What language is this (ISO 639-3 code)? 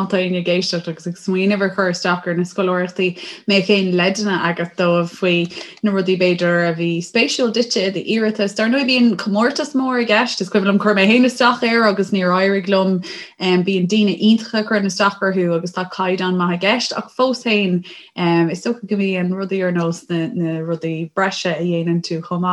gle